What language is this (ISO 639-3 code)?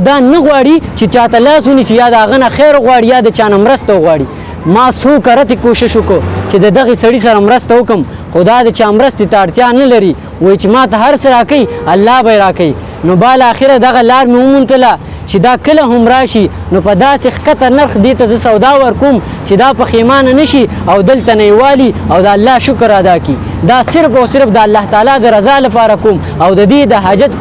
pus